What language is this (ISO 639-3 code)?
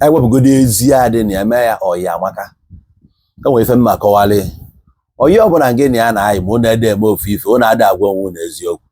ibo